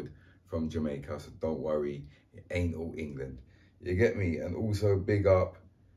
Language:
Jamaican Creole English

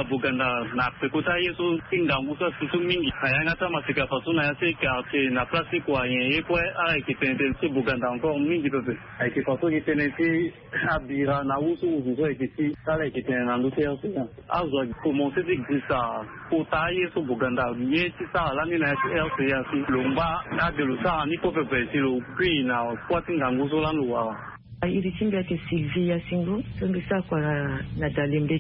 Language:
Sango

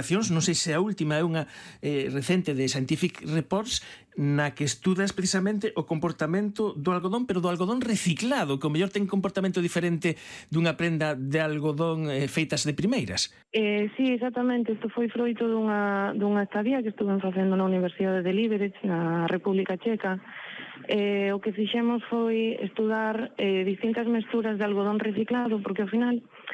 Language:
Galician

